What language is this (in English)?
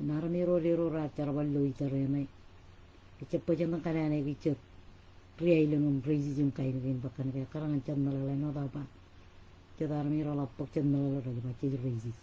Marshallese